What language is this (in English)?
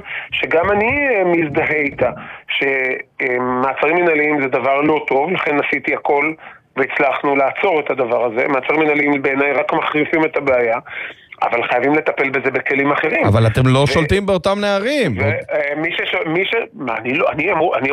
Hebrew